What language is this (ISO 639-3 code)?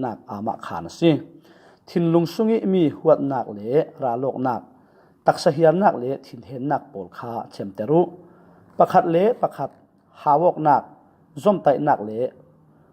cfm